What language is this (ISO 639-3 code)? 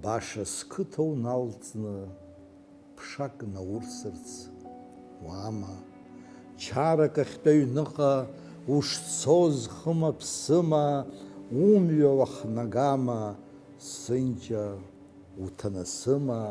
abk